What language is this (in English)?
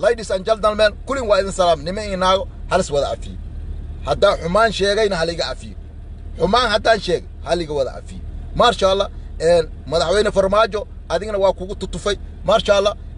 Somali